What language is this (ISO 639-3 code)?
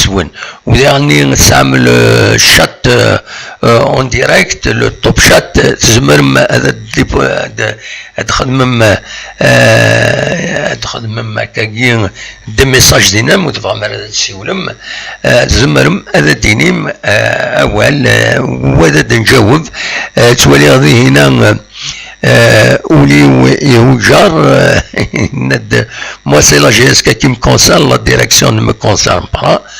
kab